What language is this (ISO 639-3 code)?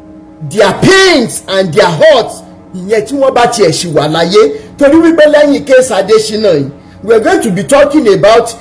yor